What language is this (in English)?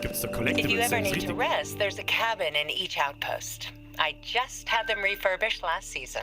Bavarian